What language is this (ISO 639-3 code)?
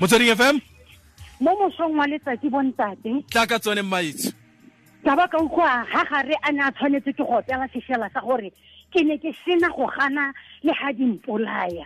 tsn